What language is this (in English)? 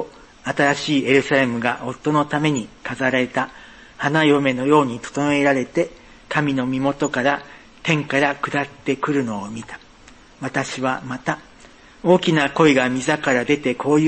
Japanese